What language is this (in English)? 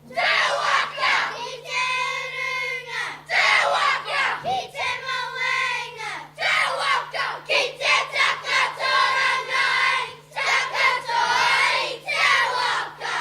Māori